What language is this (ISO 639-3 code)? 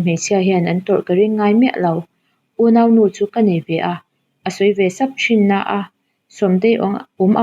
lus